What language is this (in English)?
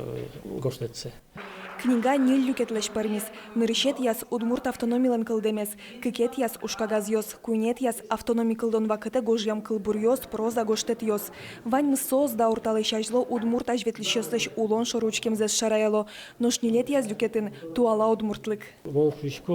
Udmurt